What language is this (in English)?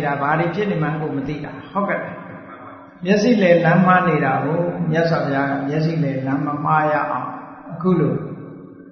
Burmese